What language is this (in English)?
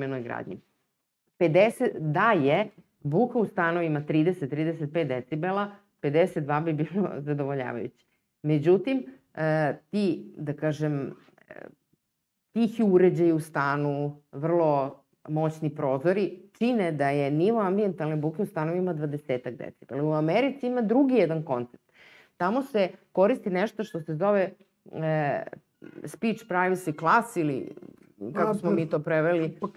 Serbian